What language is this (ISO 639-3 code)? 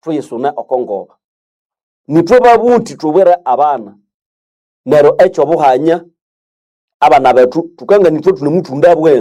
nnb